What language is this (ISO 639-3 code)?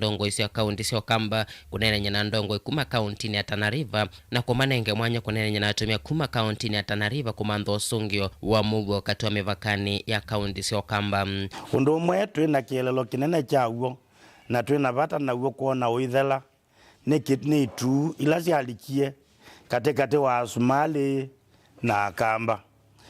kam